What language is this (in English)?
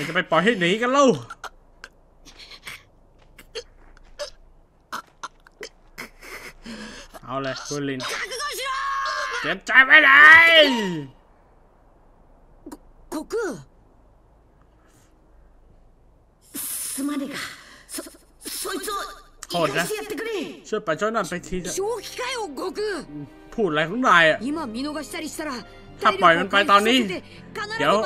Thai